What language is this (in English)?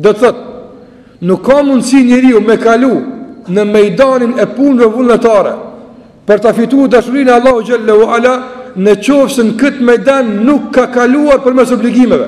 Albanian